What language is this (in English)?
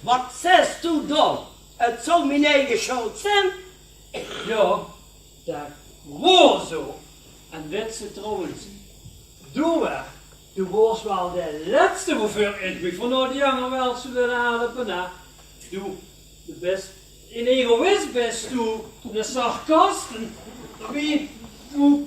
Limburgish